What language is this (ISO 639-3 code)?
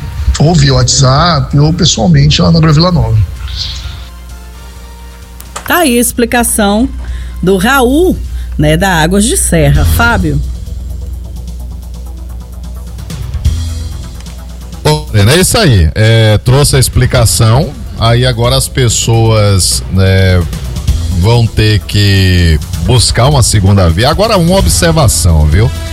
por